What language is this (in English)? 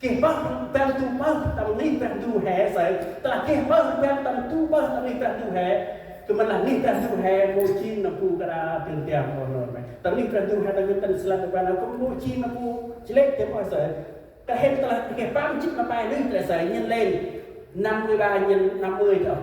Central Mnong